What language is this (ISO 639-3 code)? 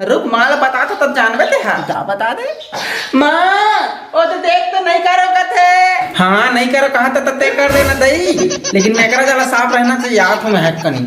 hne